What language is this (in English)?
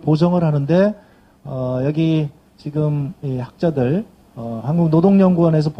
Korean